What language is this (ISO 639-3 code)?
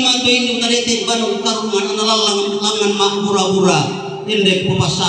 sda